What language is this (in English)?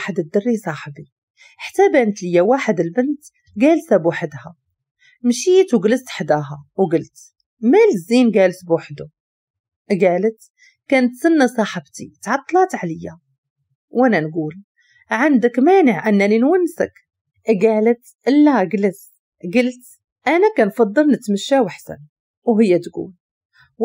Moroccan Arabic